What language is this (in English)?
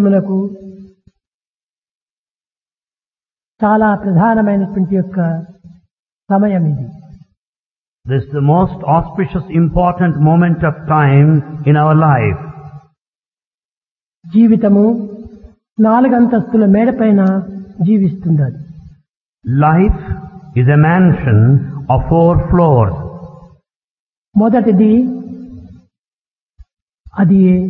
Telugu